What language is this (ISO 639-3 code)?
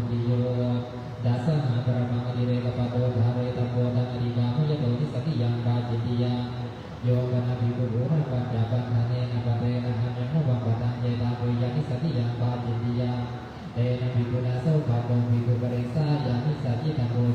pli